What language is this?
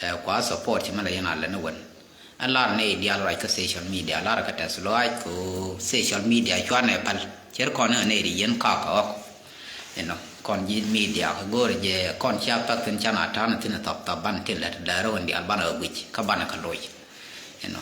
Nuer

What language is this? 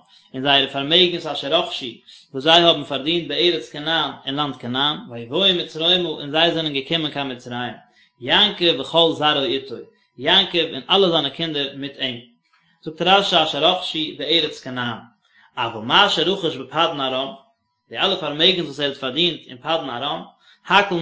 Yiddish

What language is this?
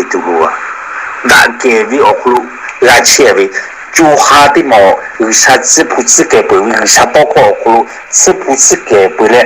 Lahu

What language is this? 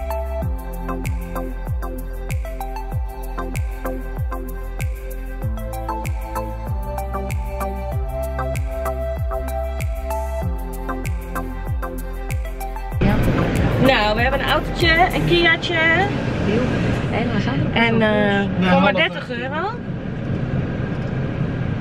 Dutch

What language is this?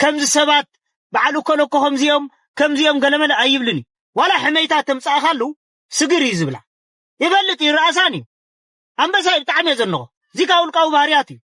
Tigrinya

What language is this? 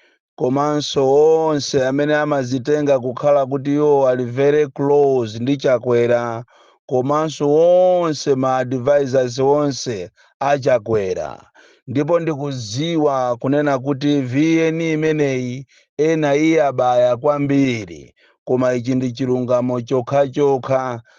Nyanja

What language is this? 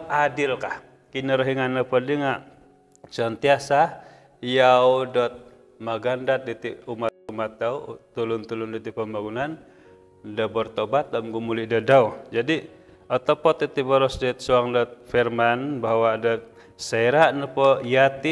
Central Dusun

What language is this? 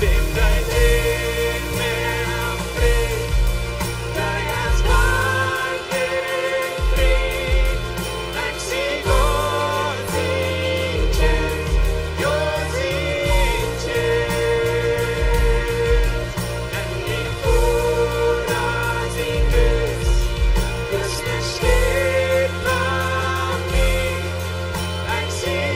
Plautdietsch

